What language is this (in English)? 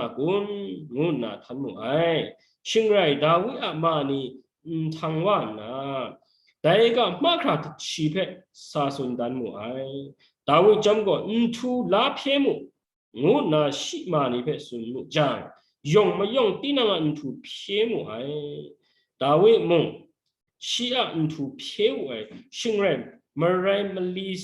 Kachin